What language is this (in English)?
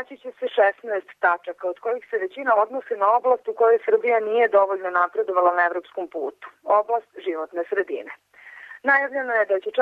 Serbian